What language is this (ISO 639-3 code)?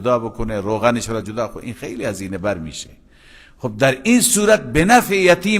fas